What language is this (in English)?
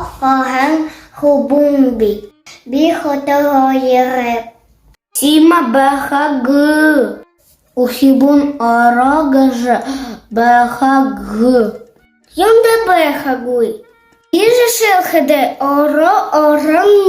Buriat